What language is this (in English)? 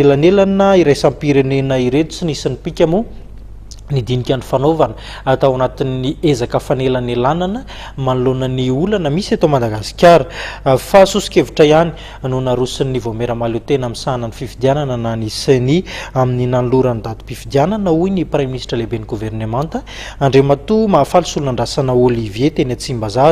Malagasy